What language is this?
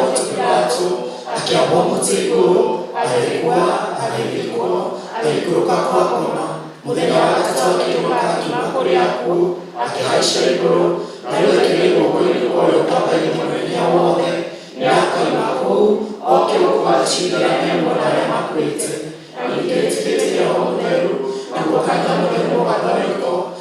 Kikuyu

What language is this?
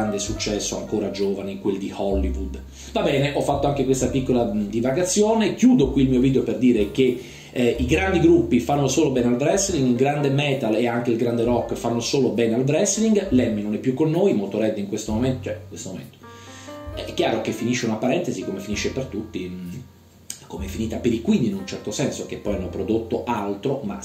Italian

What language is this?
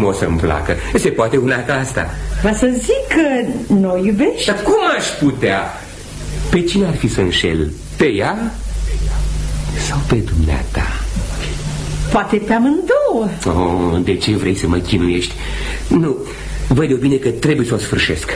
Romanian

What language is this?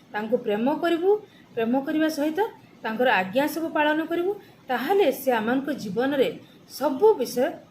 Odia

